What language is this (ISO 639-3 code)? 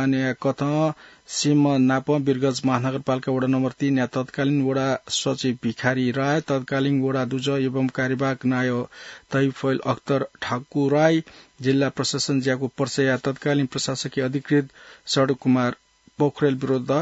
new